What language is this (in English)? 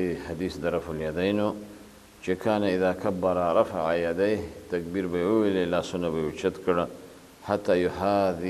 Pashto